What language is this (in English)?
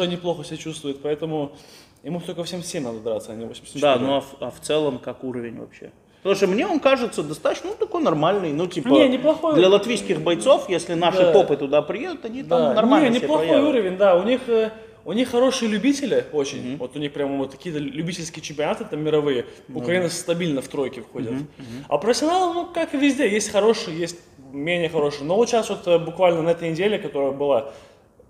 Russian